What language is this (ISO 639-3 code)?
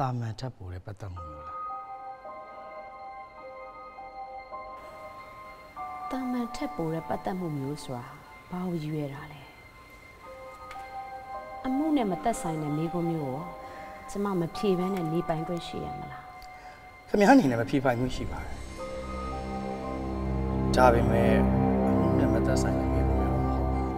mya